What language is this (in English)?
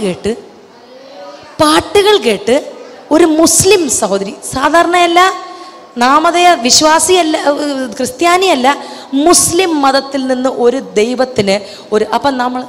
Malayalam